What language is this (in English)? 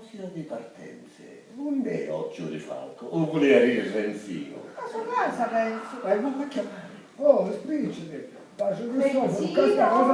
Sicilian